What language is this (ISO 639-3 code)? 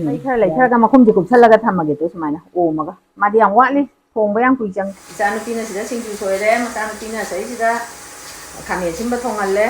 mni